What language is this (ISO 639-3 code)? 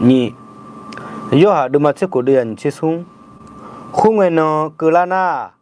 ahk